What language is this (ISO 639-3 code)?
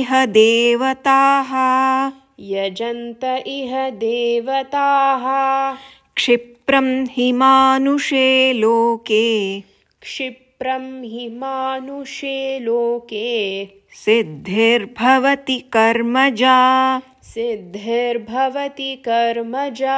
san